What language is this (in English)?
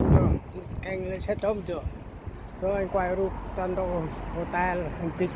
Central Mnong